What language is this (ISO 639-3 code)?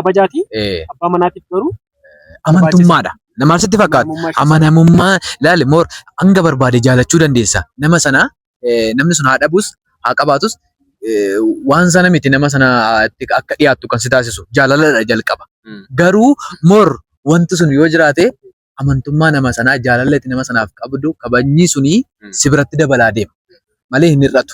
orm